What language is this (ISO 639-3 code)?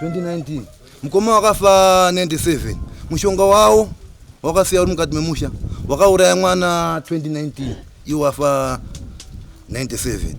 sna